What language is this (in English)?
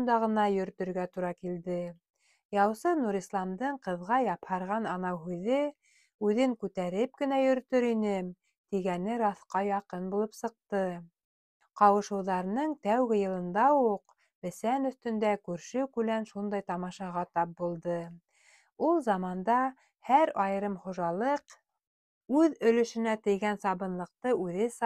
Bashkir